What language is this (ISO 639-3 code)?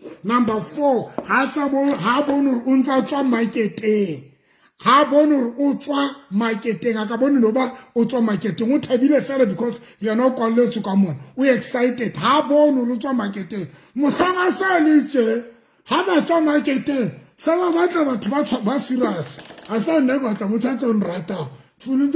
sot